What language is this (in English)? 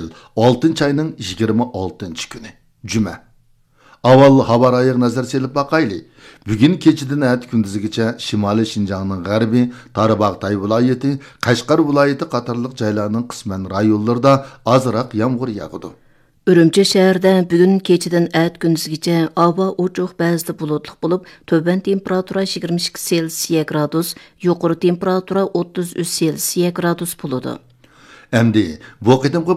Uyghur